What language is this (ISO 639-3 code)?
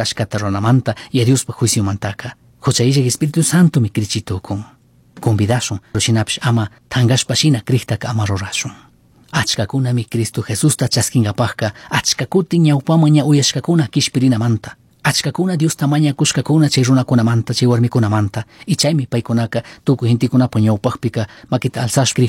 qug